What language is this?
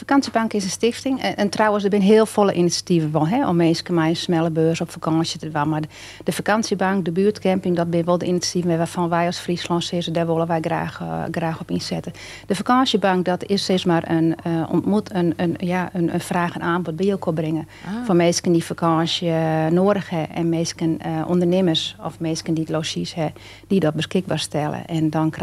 Western Frisian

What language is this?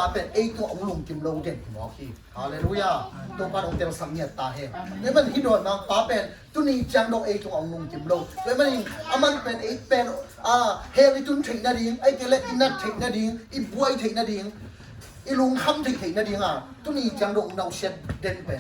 Tedim Chin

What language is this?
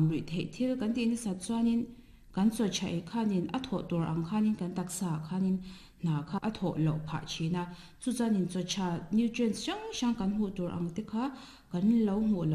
Mizo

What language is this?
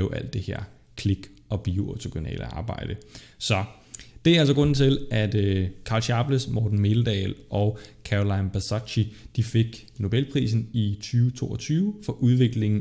Danish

